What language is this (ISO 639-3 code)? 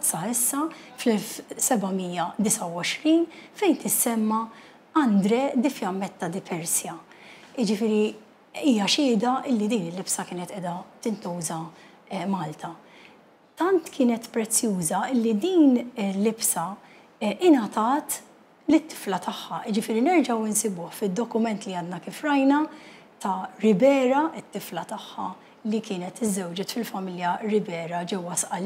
mlt